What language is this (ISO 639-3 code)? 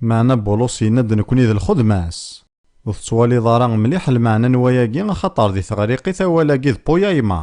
kab